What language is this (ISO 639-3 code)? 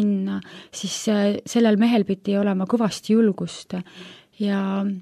est